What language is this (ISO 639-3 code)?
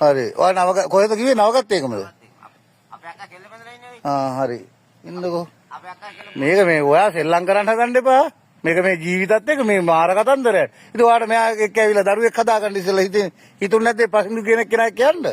sin